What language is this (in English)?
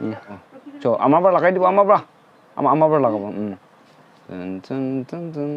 Naga Pidgin